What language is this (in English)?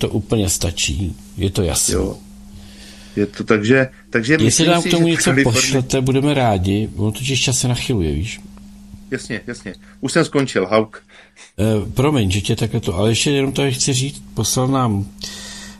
Czech